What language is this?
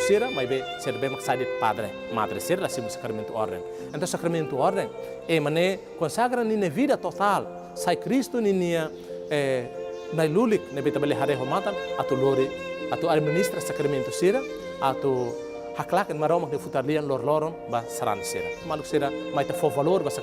Tetum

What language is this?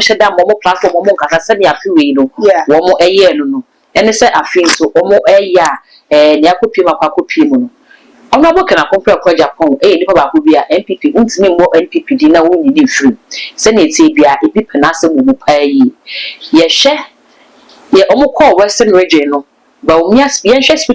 Akan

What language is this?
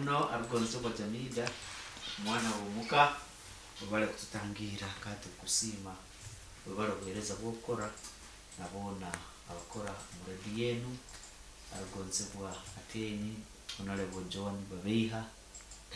Nyoro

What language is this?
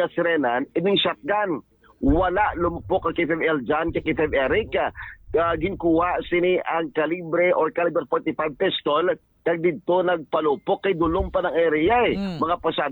Hiligaynon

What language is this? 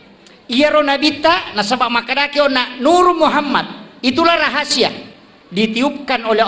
Buginese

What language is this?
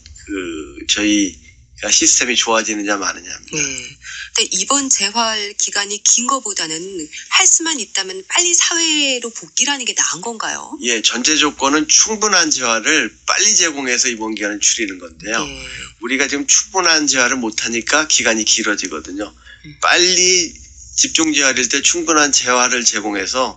Korean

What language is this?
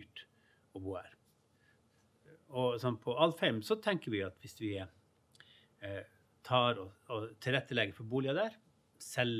Norwegian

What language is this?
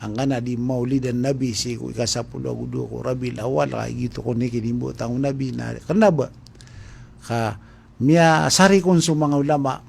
Maranao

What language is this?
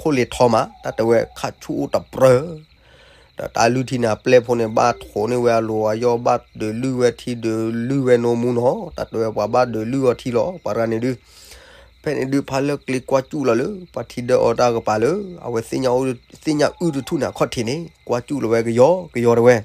S'gaw Karen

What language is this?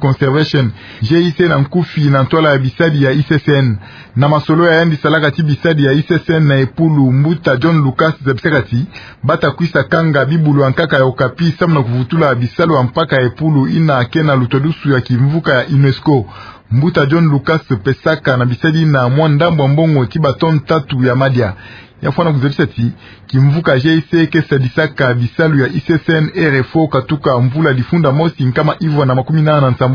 Kituba (Democratic Republic of Congo)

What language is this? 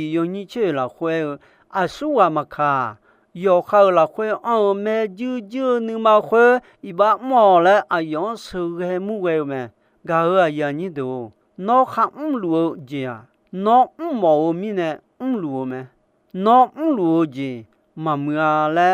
Akha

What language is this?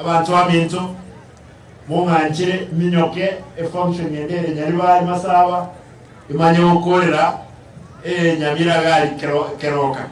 Gusii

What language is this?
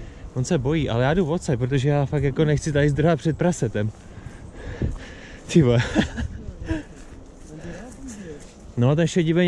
Czech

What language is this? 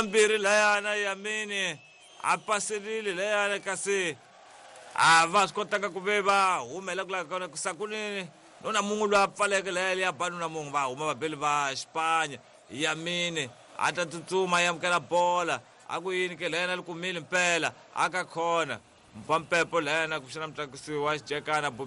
Tsonga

